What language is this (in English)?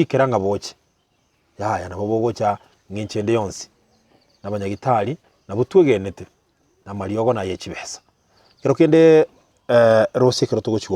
Gusii